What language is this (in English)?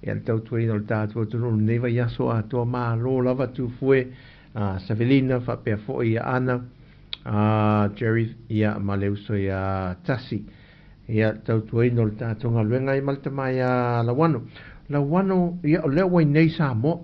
Samoan